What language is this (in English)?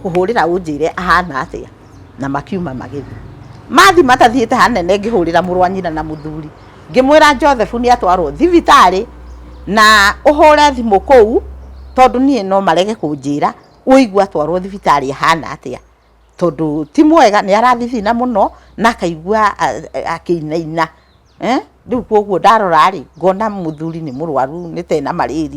Kikuyu